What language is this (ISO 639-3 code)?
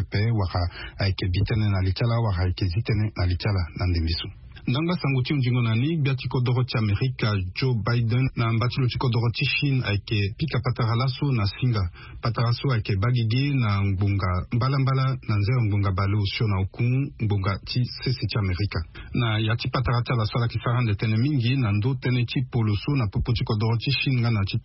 sag